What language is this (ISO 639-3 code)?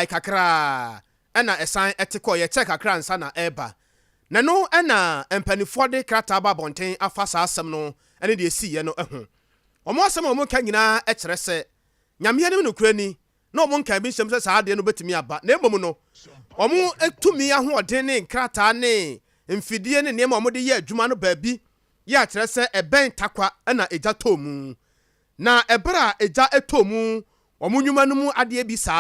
aka